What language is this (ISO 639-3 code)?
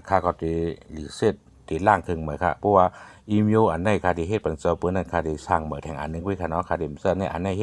shn